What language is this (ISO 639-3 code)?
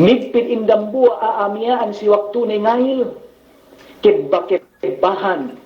yka